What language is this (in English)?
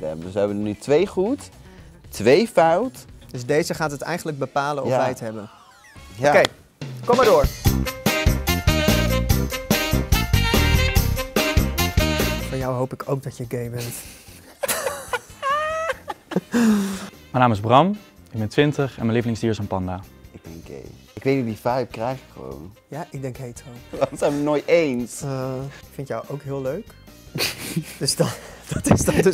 Dutch